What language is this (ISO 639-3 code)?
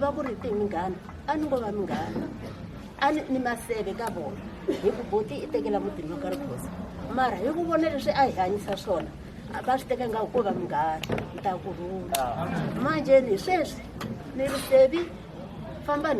tso